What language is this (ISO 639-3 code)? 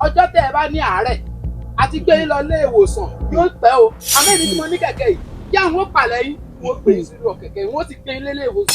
yor